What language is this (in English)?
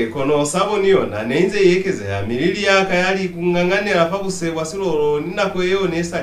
Lozi